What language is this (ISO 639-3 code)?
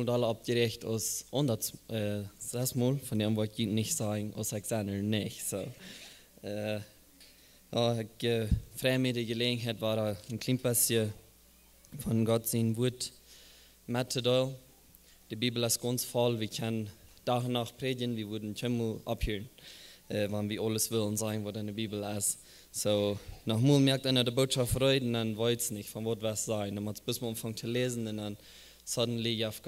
pdt